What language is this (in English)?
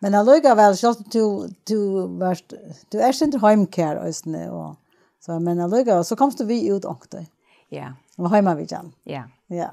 Faroese